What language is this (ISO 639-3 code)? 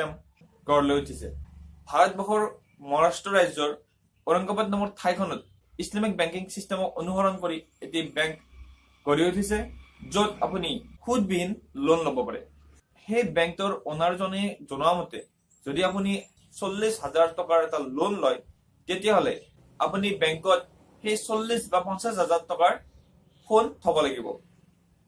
asm